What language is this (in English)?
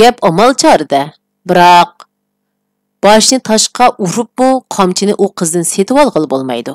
Uyghur